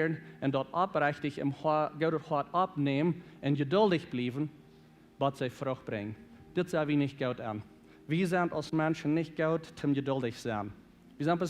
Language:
Plautdietsch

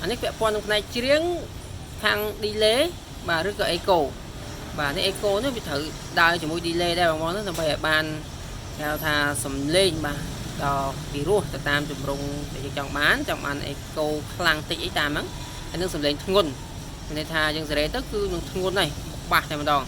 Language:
Khmer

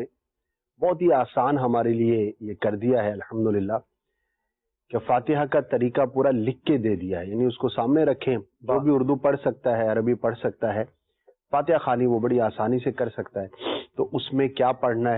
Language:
Urdu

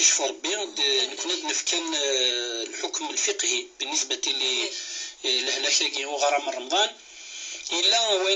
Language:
Kabyle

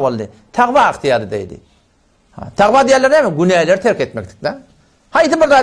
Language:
Turkmen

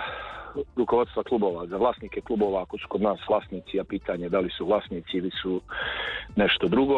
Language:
Serbian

